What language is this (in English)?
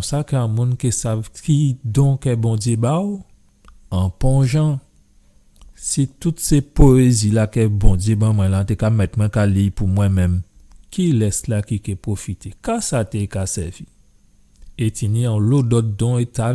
Guadeloupean Creole French